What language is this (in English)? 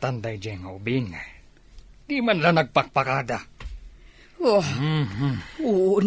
Iloko